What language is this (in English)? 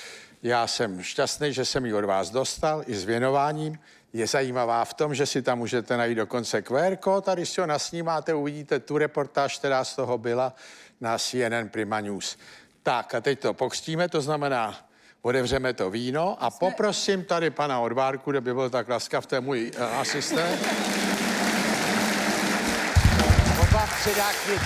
Czech